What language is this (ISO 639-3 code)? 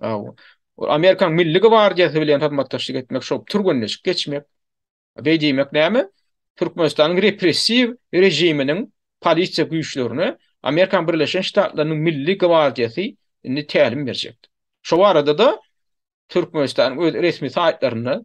tuk